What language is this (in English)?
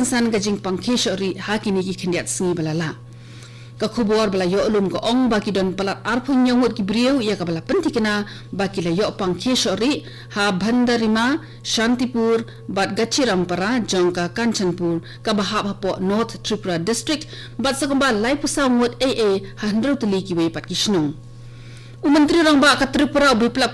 Khasi